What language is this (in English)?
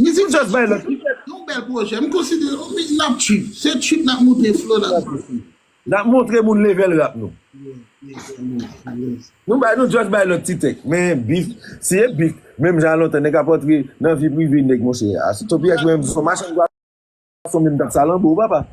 Haitian Creole